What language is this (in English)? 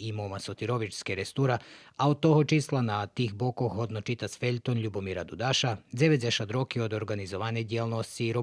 Rusyn